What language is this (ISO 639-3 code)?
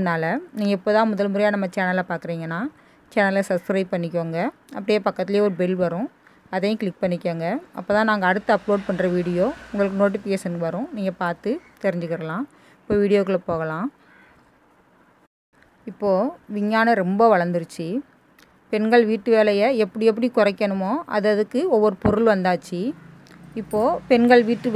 tam